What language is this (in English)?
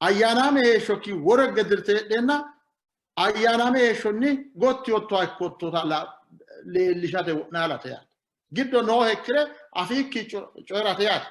Sidamo